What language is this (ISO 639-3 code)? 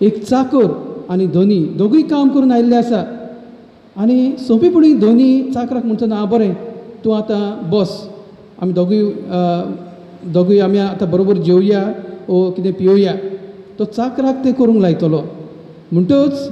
kok